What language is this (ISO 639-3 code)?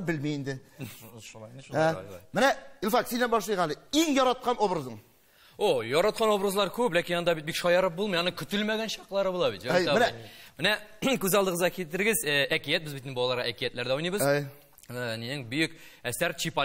tat